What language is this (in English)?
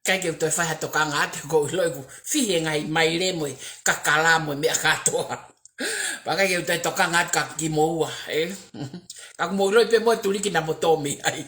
Tongan